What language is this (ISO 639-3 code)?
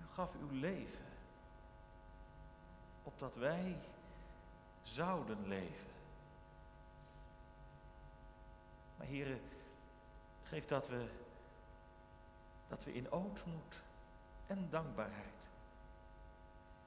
nld